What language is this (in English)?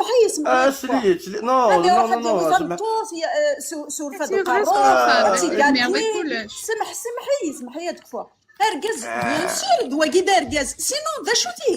Kabyle